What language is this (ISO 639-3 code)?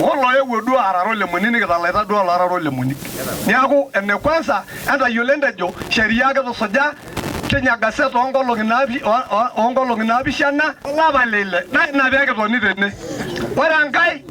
mas